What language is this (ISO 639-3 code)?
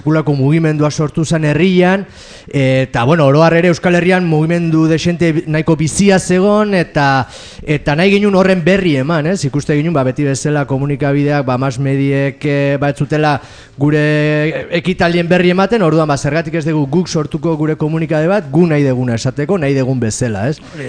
eus